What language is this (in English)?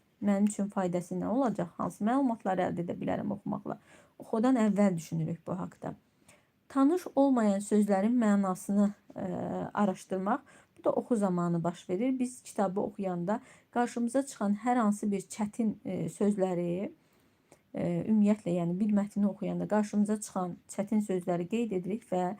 Azerbaijani